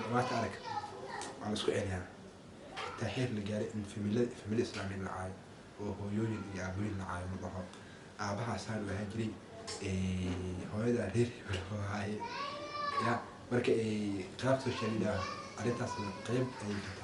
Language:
Somali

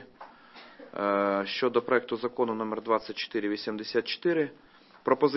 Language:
Ukrainian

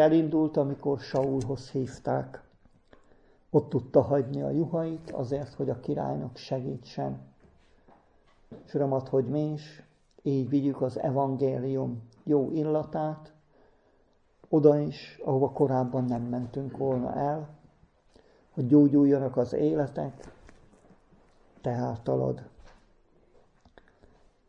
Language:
Hungarian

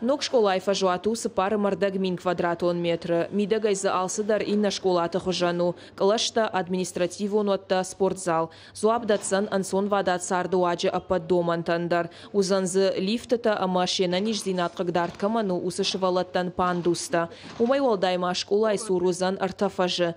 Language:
Ossetic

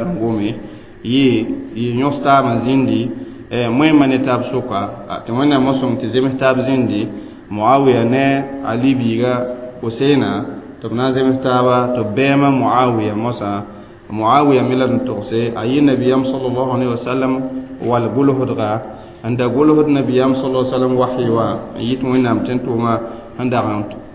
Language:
Mossi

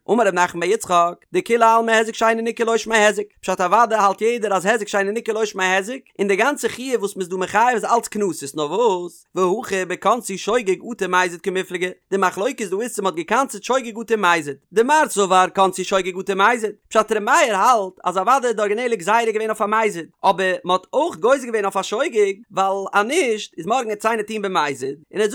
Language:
Yiddish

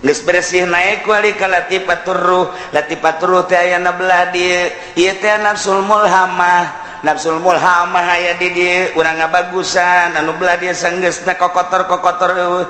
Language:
Sundanese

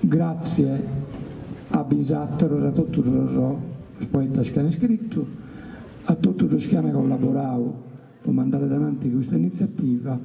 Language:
Sardinian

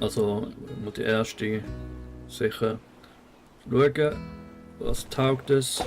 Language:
Swiss German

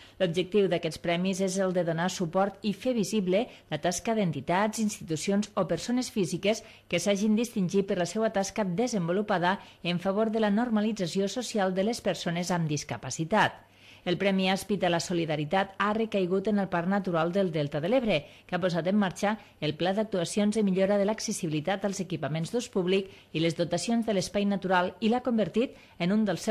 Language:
Catalan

